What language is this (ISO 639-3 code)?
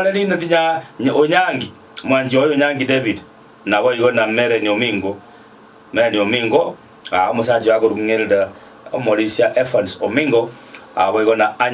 guz